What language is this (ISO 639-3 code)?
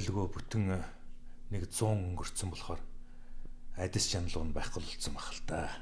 mon